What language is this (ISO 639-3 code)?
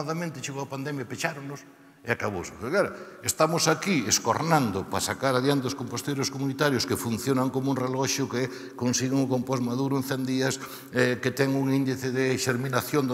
glg